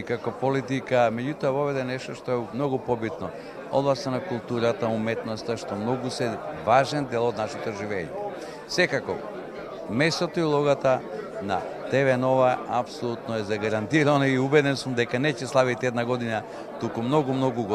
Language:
Macedonian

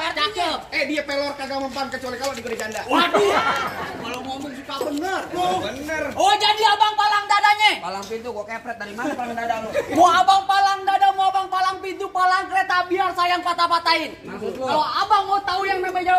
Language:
Betawi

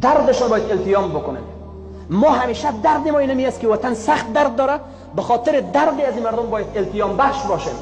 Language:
Persian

